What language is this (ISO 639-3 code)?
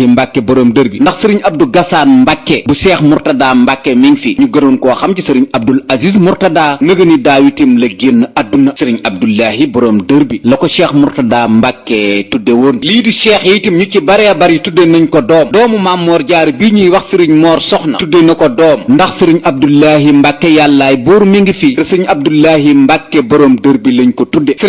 wol